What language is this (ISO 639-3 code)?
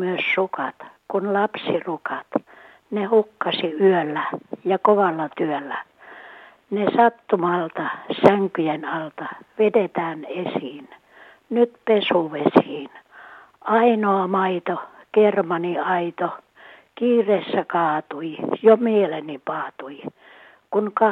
fin